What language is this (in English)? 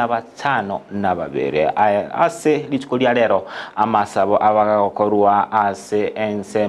Gusii